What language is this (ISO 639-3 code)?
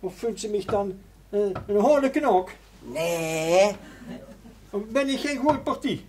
lim